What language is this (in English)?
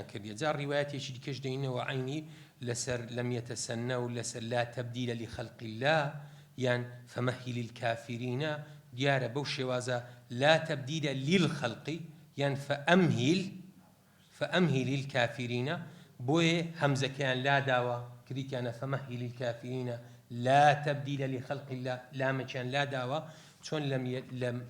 Central Kurdish